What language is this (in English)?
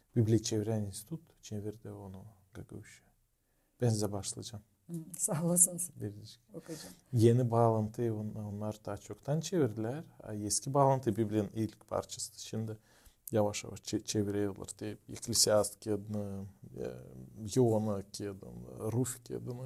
Gagauz